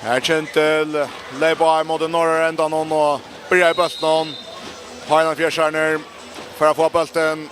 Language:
Faroese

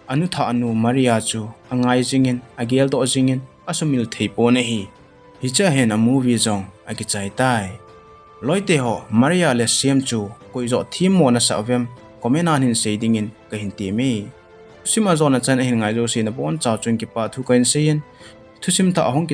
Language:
Thado Chin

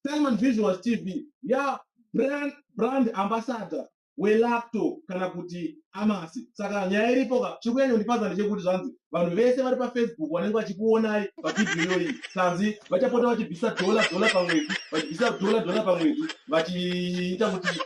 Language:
Shona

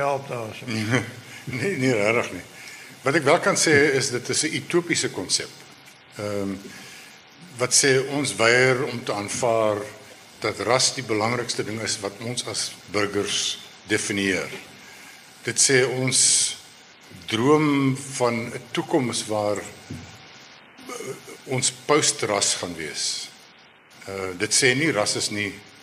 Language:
Afrikaans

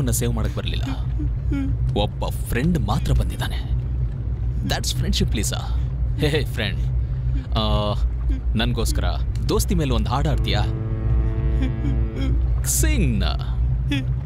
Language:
Kannada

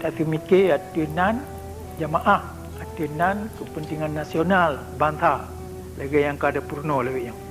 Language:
Achinese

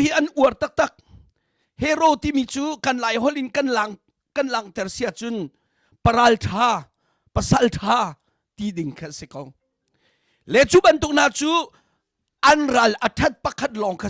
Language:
Hakha Chin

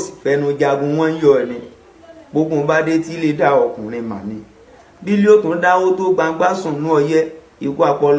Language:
Yoruba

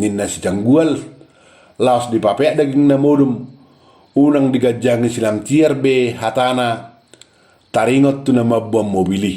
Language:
Batak Toba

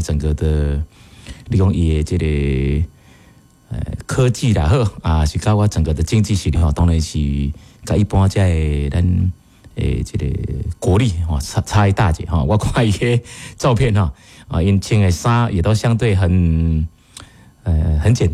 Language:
Min Nan Chinese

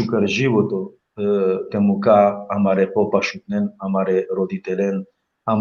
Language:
Balkan Romani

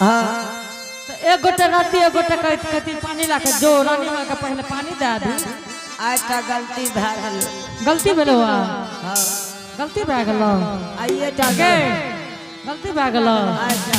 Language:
Angika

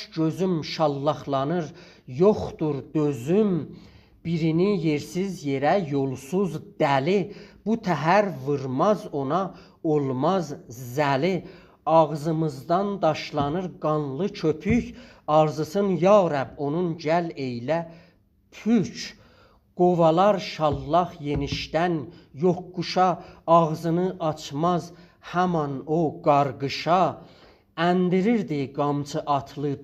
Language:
South Azerbaijani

